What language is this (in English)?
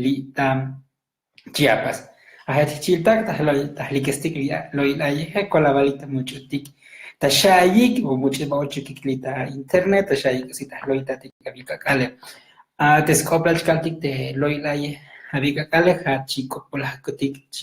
Tzotzil